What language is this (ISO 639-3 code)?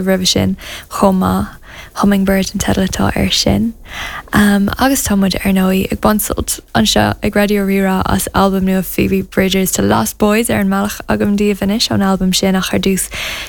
gle